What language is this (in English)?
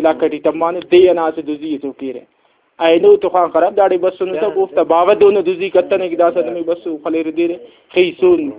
Brahui